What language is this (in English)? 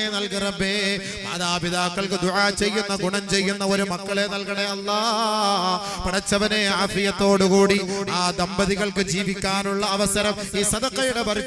Malayalam